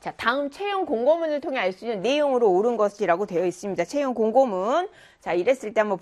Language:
Korean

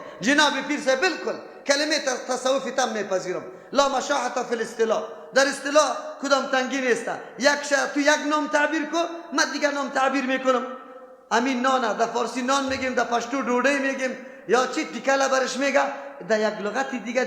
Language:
Persian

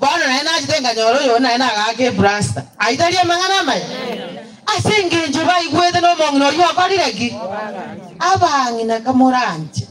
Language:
Gusii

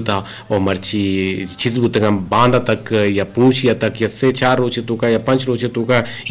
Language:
Eastern Balochi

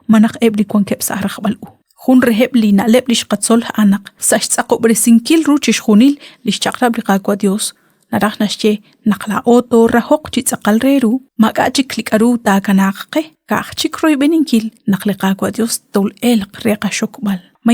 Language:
Kekchí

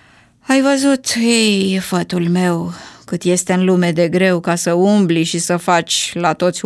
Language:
Romanian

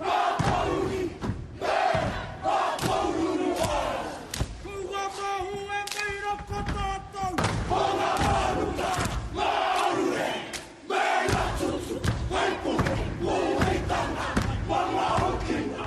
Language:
Māori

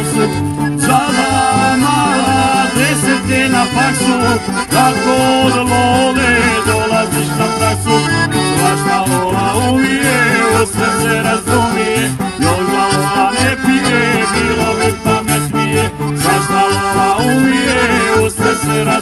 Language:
Croatian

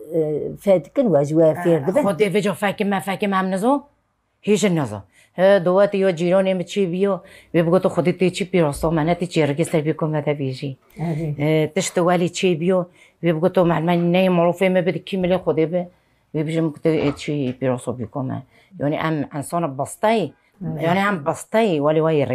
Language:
Kurdish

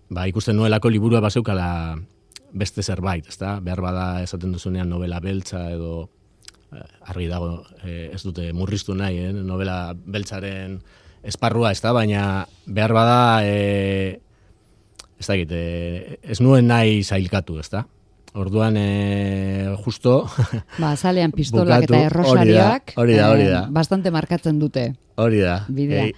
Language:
Basque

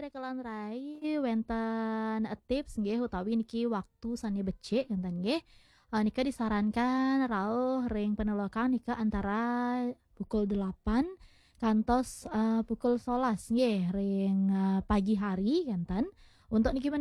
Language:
Balinese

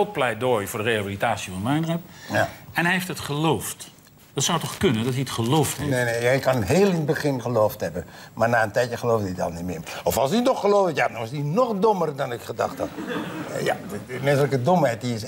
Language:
Dutch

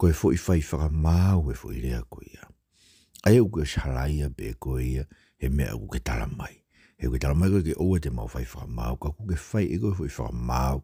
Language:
Tongan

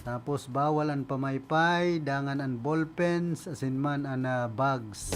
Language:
Bikol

